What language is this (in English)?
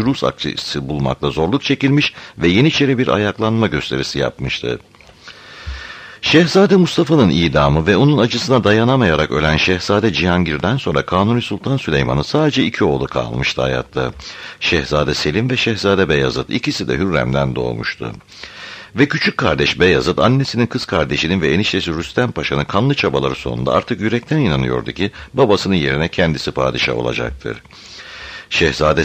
Turkish